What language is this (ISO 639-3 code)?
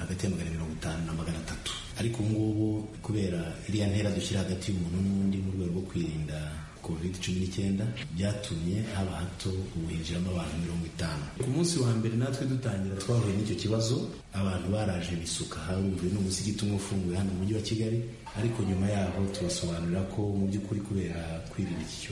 kin